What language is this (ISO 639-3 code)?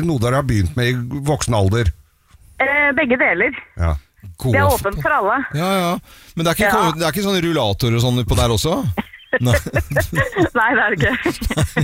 nor